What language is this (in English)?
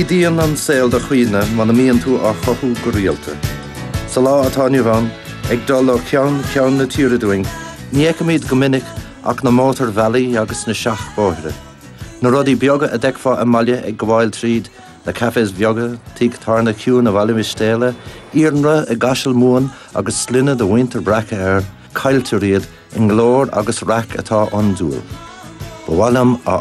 Irish